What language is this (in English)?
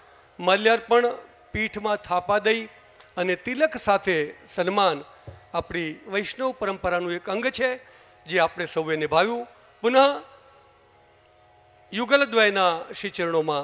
Gujarati